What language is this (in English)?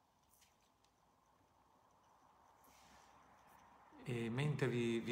Italian